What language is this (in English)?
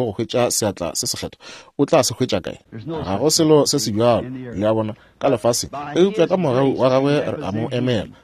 Northern Sotho